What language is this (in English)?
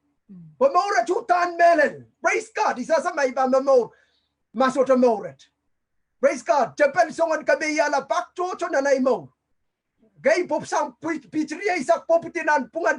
Pohnpeian